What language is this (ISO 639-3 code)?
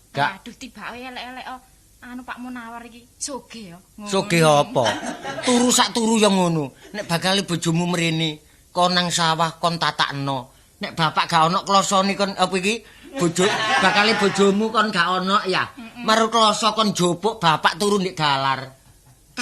jav